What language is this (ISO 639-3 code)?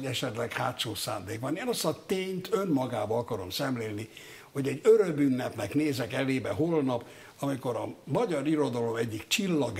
hun